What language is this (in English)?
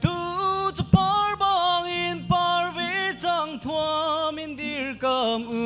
Hakha Chin